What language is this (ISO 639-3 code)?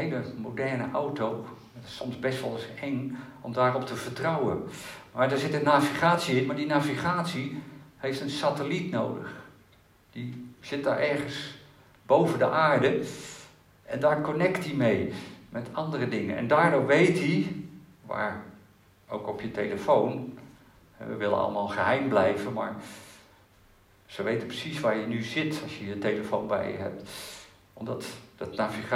nld